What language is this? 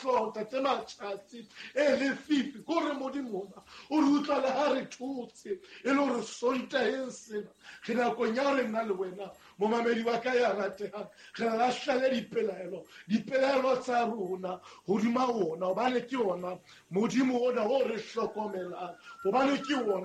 Southern Sotho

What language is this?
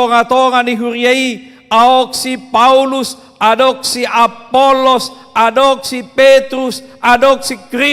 Batak Toba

